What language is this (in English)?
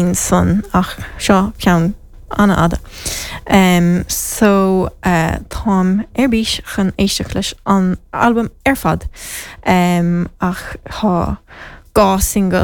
Irish